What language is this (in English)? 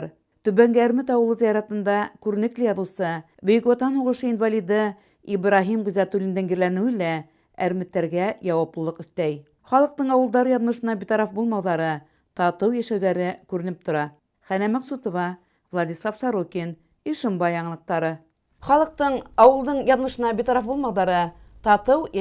Bashkir